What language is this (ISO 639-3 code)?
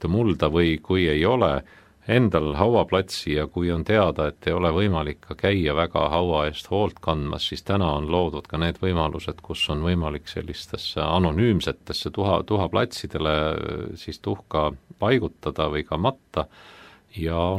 est